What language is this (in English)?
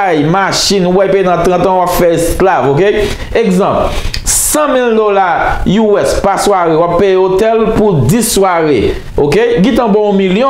Haitian Creole